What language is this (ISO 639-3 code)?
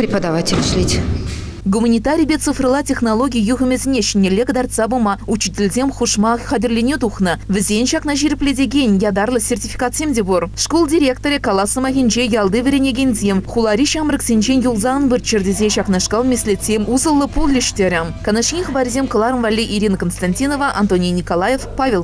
chv